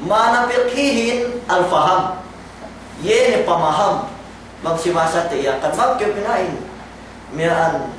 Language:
Yakan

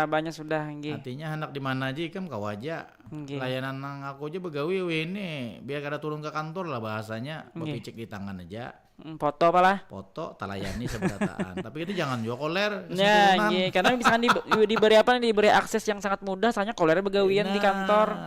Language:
Banjar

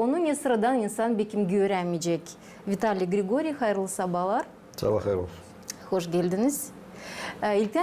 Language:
Gagauz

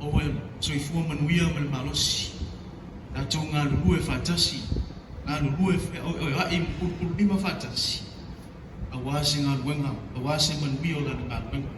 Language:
Samoan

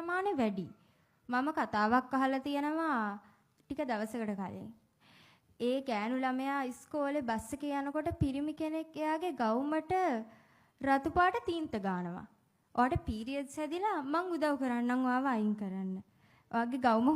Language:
Sinhala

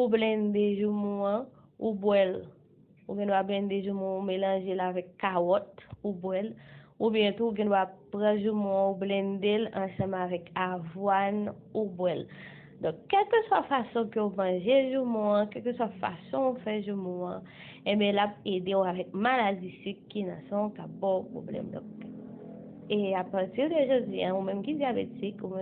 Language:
Haitian Creole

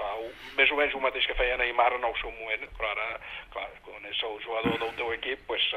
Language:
Catalan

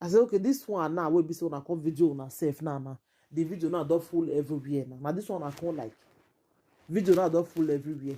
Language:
Nigerian Pidgin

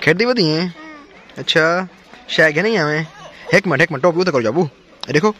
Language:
Saraiki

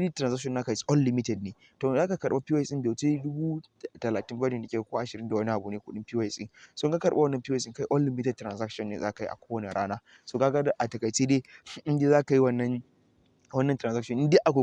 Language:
Hausa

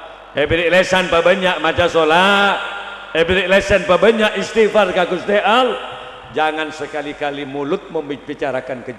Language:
Madurese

